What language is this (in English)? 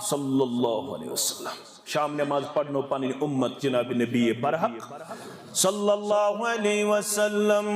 Kashmiri